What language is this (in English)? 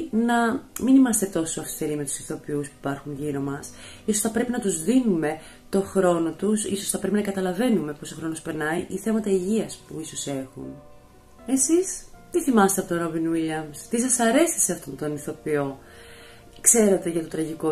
Greek